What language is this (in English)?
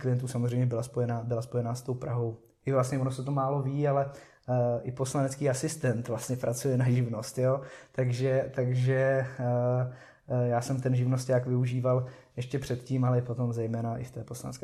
Czech